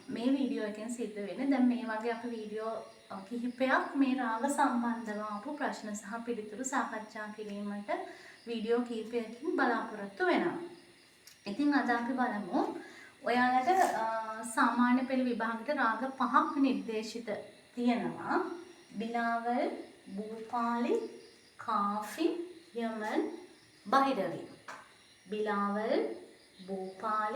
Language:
Sinhala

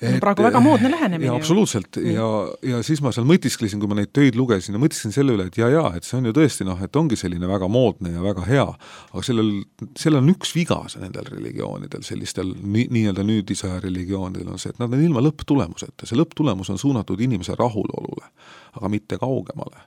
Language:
Estonian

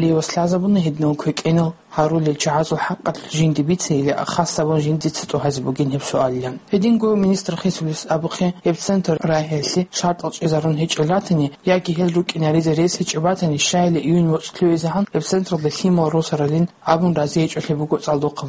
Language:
Avaric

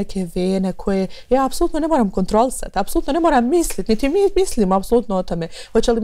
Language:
Bosnian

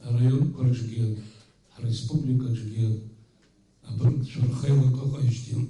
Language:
Abkhazian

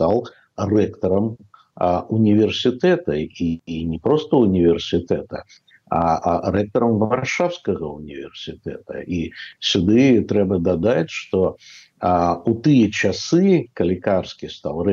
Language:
Belarusian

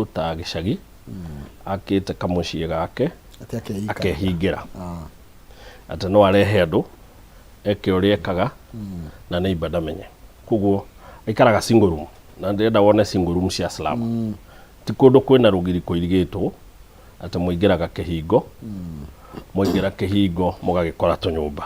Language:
Kikuyu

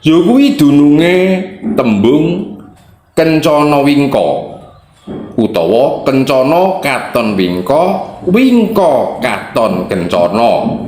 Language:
Javanese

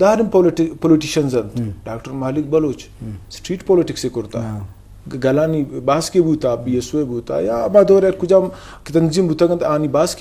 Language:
Eastern Balochi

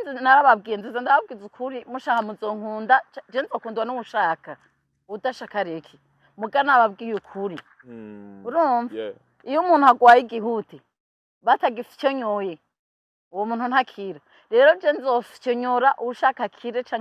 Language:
Rundi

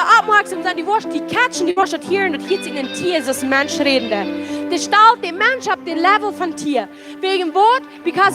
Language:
Plautdietsch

